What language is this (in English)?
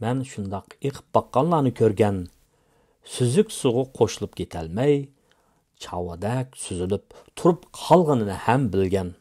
Uyghur